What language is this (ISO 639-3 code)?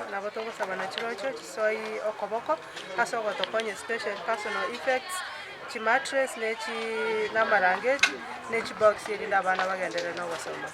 guz